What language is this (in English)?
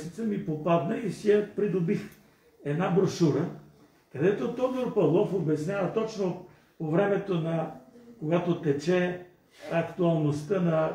Bulgarian